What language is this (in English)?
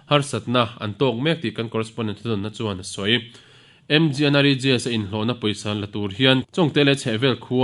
Mizo